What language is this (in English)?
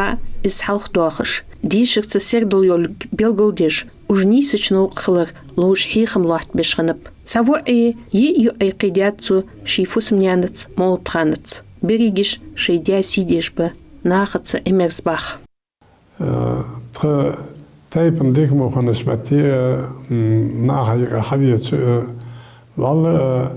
Ingush